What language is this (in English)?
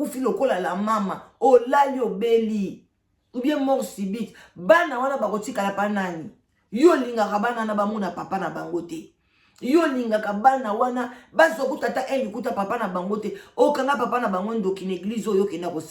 Lingala